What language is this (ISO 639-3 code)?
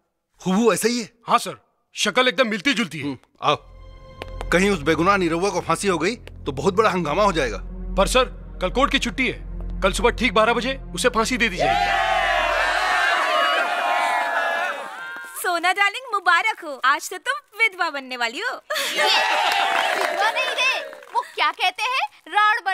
bho